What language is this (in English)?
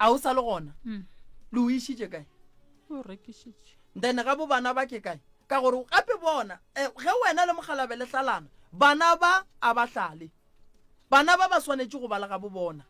Northern Sotho